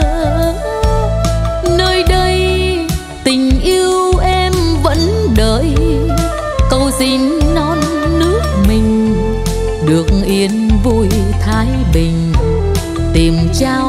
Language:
Vietnamese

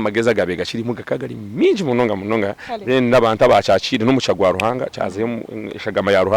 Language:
Nyankole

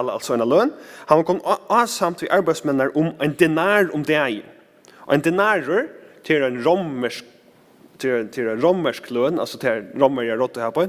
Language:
Faroese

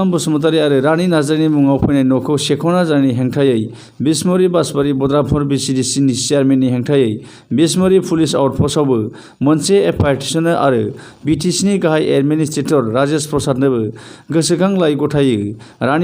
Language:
Bodo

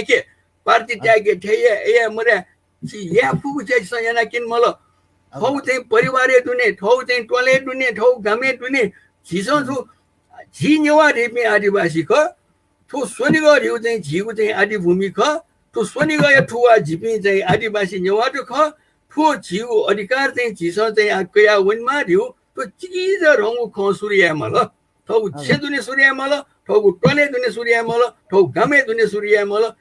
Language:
Newari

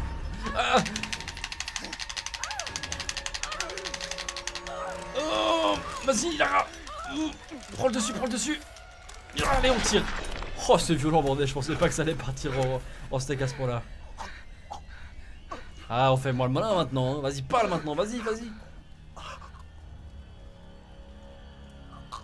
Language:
French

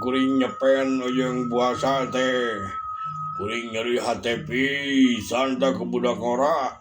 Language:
Sundanese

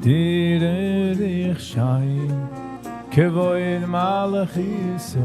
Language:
Yiddish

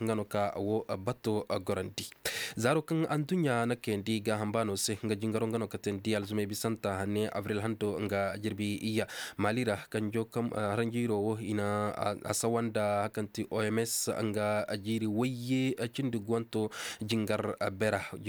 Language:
Koyraboro Senni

